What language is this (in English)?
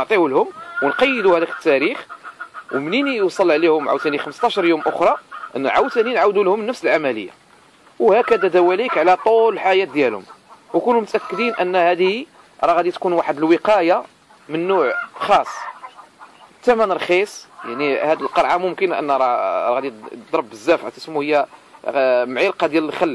Moroccan Arabic